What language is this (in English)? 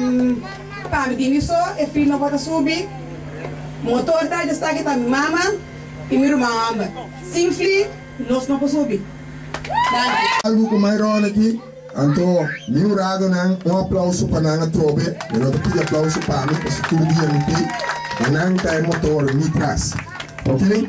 Papiamento